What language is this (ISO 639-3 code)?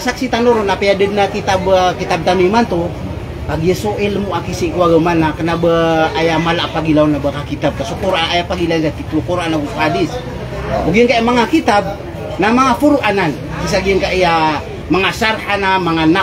mrw